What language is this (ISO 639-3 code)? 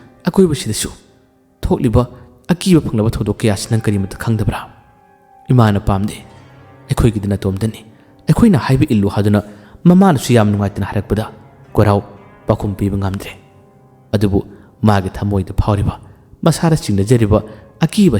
mni